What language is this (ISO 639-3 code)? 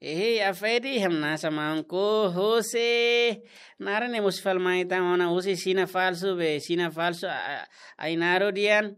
tet